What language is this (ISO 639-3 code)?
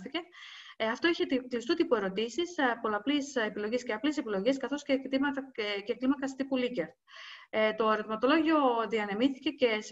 ell